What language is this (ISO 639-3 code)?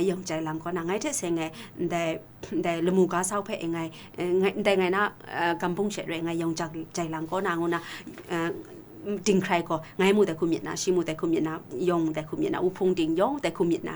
kac